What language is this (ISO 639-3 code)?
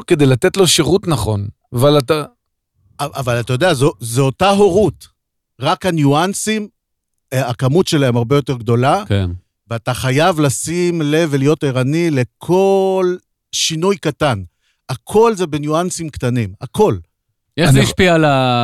heb